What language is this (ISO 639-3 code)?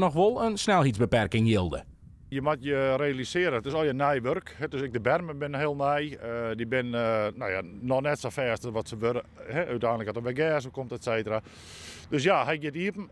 fry